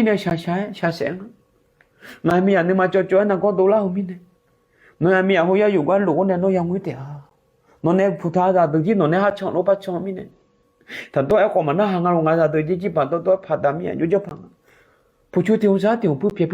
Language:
Akha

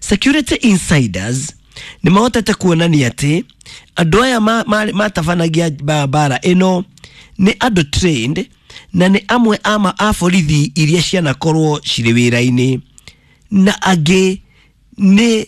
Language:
Kikuyu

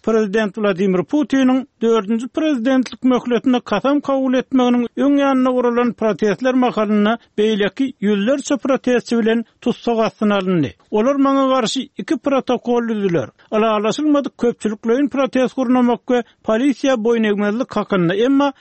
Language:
Turkmen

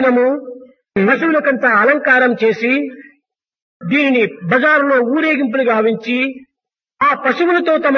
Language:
Telugu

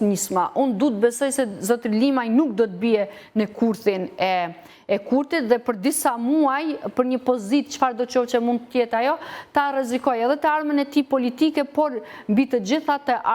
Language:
Albanian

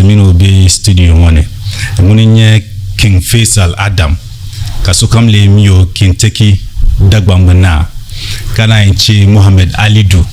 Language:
Dagbani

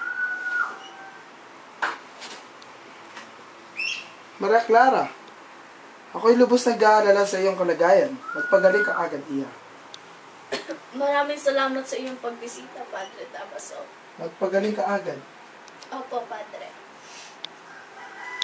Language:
Filipino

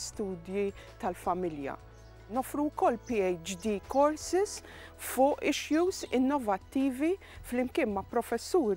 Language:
Maltese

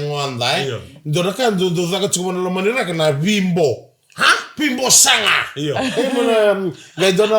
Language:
Fijian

